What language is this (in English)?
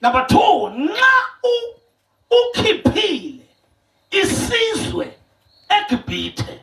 Zulu